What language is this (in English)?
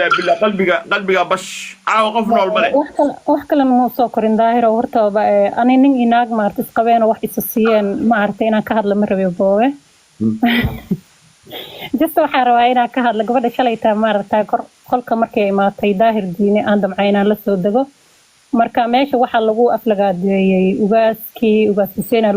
Somali